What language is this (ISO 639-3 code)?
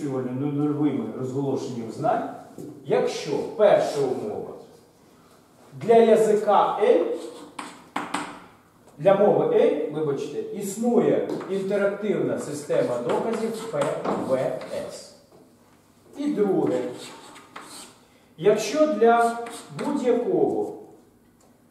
ukr